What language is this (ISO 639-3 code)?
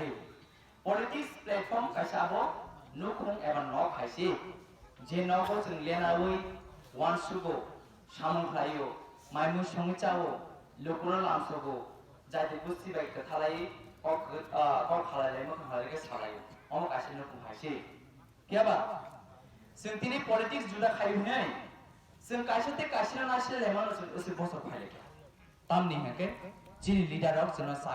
trp